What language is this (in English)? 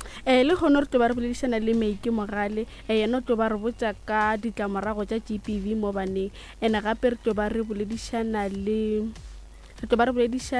Northern Sotho